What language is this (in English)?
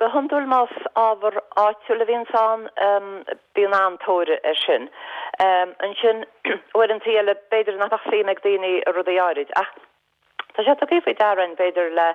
Irish